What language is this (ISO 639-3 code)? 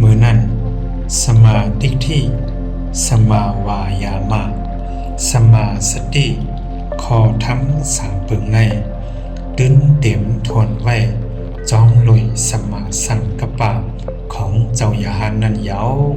shn